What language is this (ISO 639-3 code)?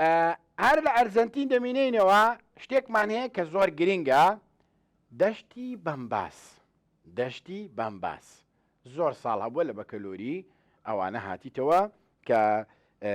ckb